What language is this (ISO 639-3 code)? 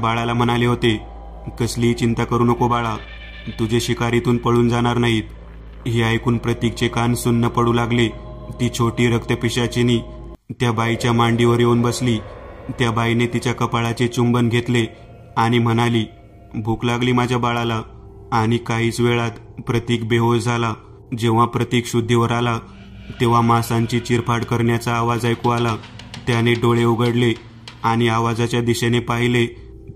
mar